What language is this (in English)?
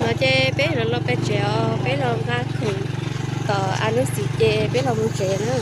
Hmong